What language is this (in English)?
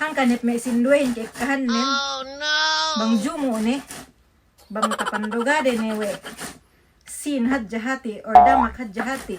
Yakan